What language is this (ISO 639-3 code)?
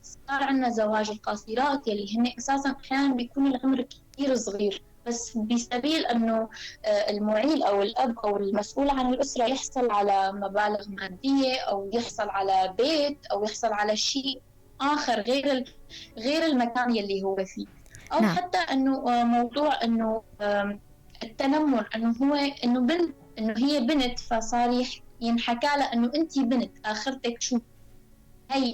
apc